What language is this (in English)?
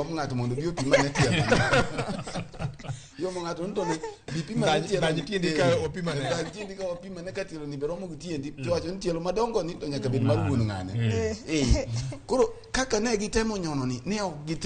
Luo (Kenya and Tanzania)